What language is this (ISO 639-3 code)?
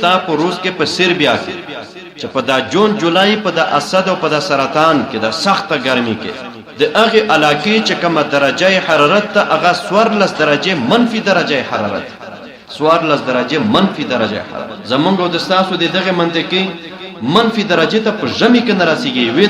pus